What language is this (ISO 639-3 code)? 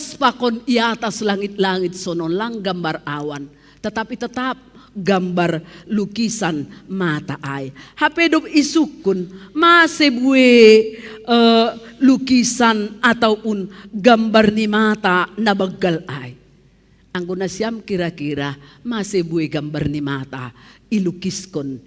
bts